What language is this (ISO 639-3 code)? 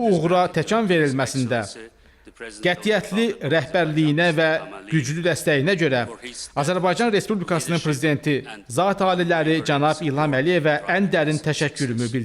aze